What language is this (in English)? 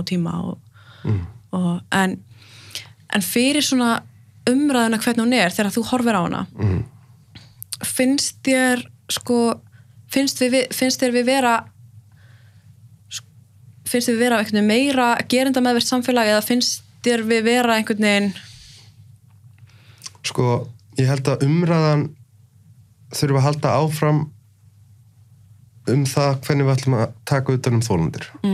Icelandic